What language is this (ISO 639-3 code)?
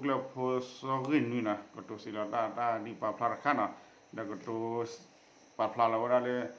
ksw